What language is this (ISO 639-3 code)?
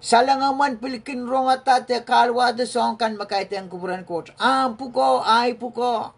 pon